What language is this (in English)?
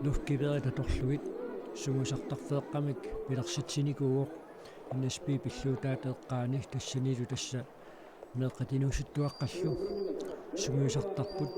Kalaallisut